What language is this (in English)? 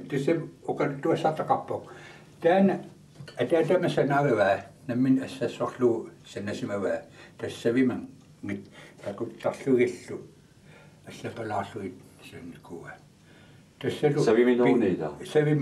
Kalaallisut